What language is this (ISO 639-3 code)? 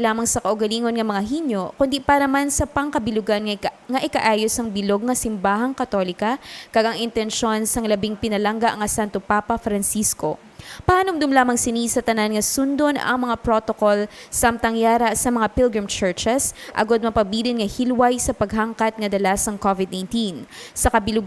hil